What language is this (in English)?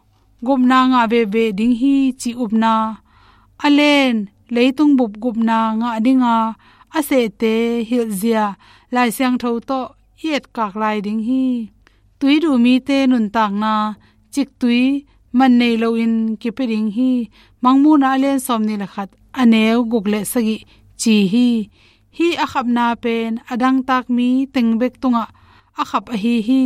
Tedim Chin